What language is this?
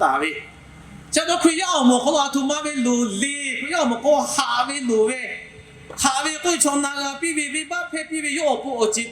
Lahu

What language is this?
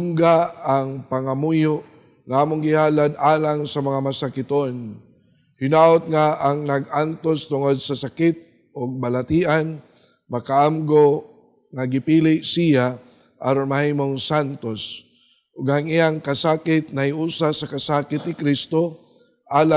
Cebuano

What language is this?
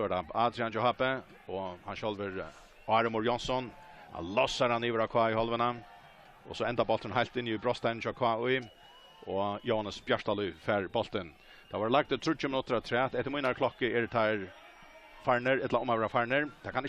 Faroese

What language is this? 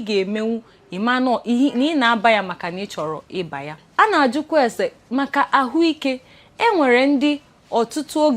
Igbo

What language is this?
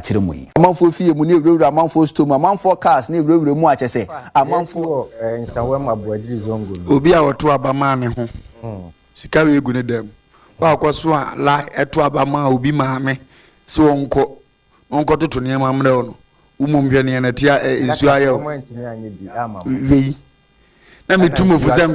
Akan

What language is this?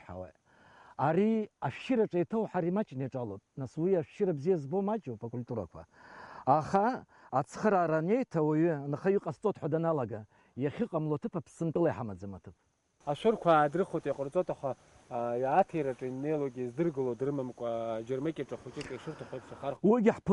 Abkhazian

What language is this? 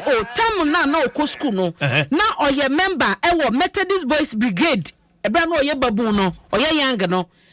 Akan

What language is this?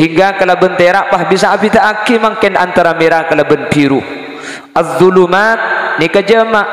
Madurese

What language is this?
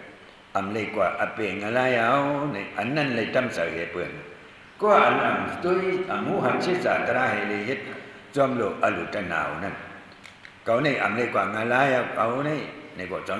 Shan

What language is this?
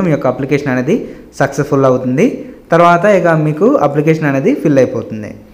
Telugu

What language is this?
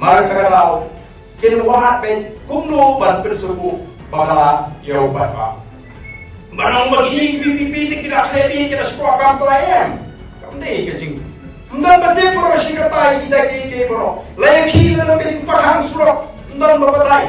Khasi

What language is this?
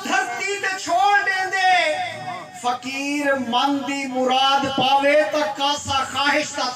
Saraiki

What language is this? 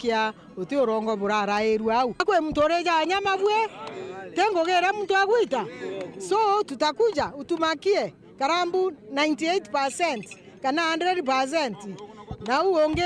Meru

